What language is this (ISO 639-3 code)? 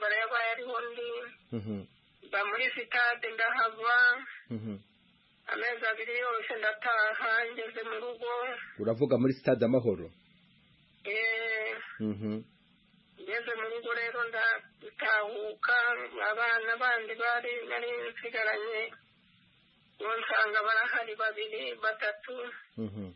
kin